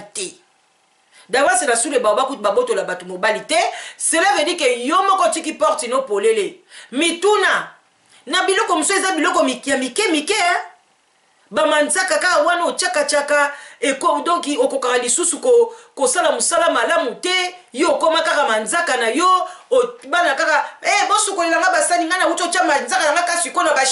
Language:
Lingala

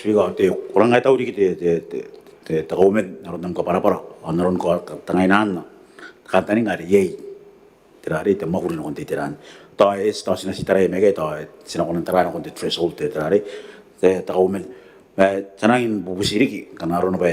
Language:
Gilbertese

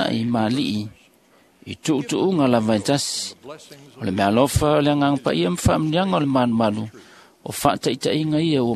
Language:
Samoan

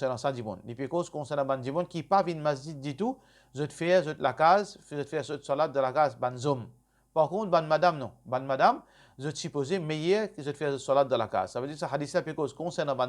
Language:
Morisyen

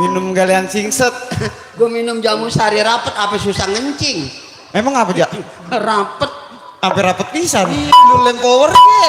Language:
Betawi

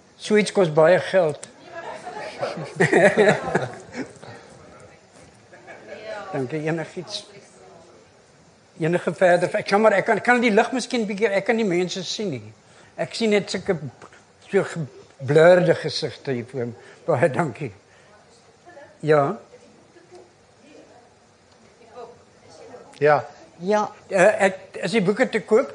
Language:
Afrikaans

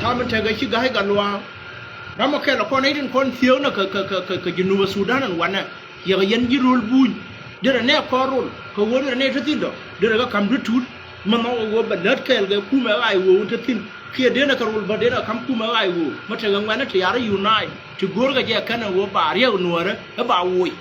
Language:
Nuer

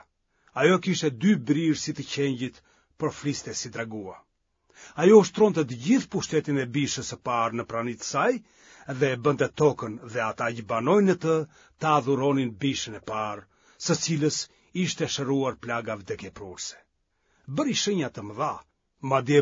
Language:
Albanian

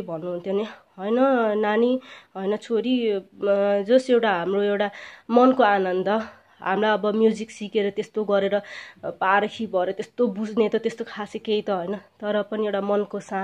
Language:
Nepali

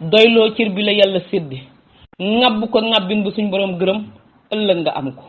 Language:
Wolof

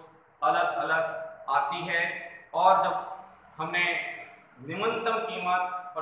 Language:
Hindi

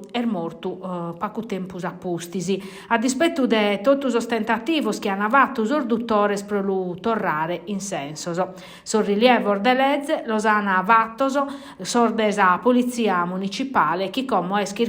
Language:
Sardinian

